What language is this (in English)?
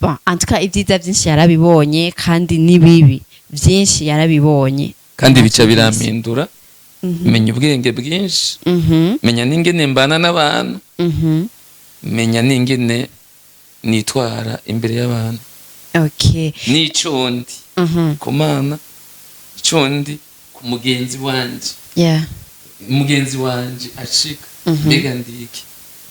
Rundi